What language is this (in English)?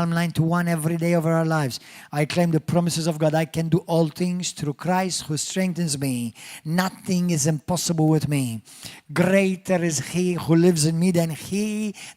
English